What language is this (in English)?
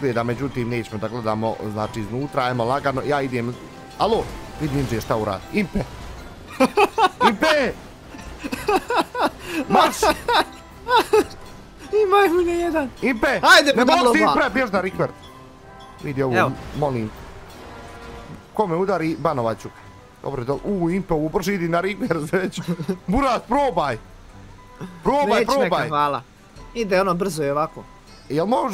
Bosnian